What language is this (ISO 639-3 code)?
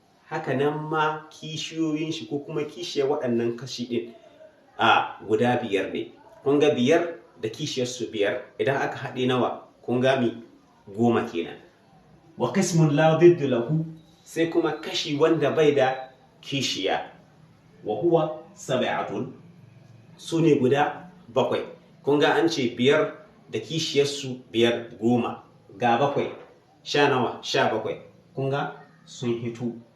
hau